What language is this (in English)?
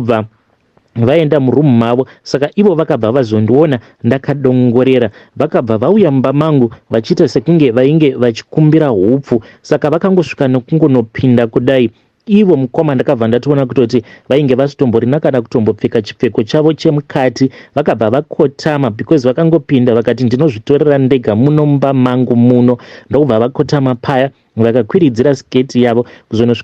Shona